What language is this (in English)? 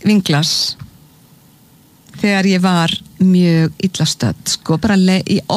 Icelandic